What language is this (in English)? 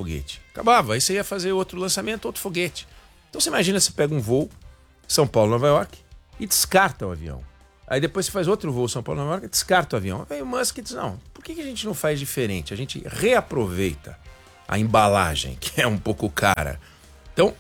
Portuguese